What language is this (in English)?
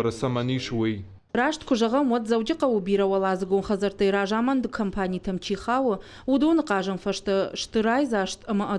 Ossetic